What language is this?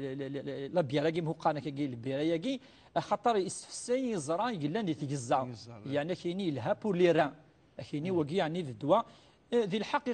Kabyle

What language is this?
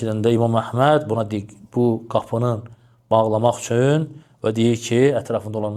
Azerbaijani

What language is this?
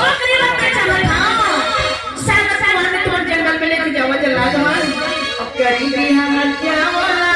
Chhattisgarhi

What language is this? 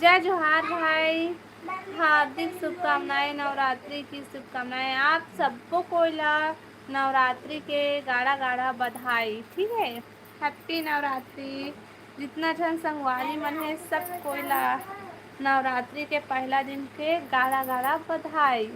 Chhattisgarhi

